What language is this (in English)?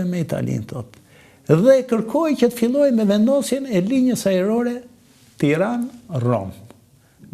Albanian